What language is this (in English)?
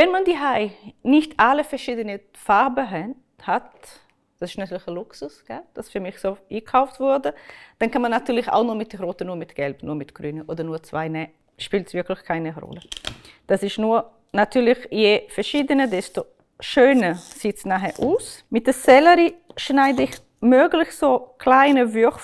Swiss German